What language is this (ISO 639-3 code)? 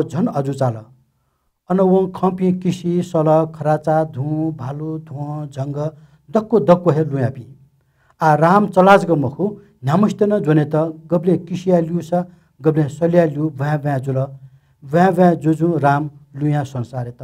new